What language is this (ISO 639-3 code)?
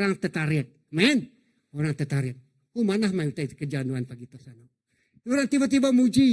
iba